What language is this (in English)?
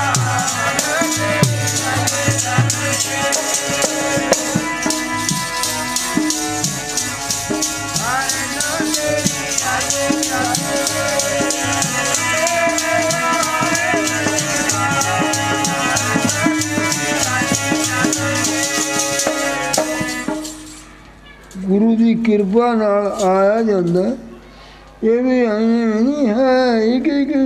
Punjabi